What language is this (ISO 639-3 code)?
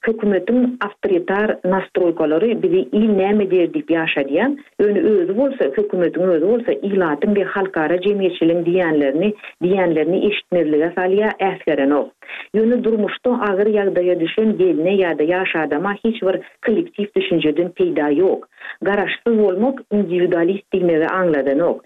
tuk